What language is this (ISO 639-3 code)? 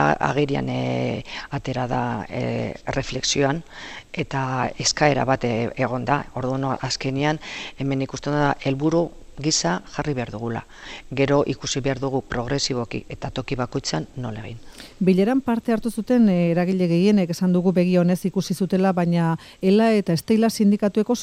eus